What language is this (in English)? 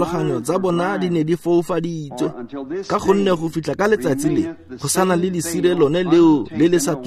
Tswana